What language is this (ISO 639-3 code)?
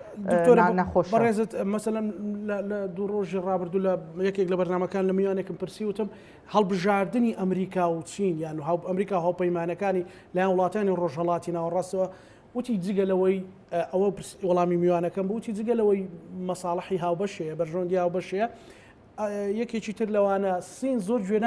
ckb